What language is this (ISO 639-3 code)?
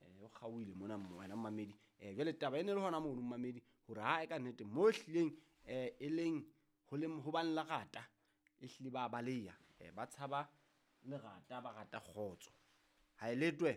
sot